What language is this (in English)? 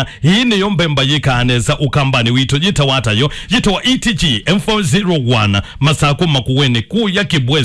Kamba